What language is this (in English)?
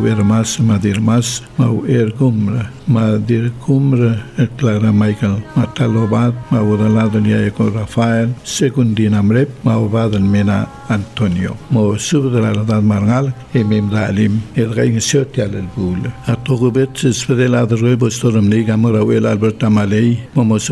Palauan